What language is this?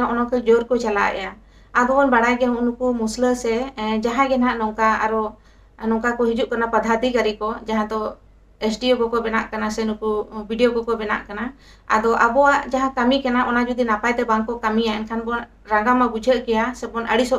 Santali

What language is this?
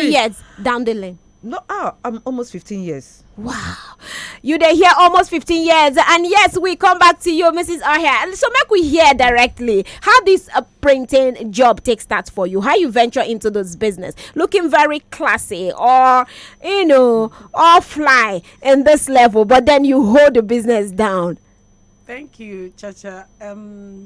Nigerian Pidgin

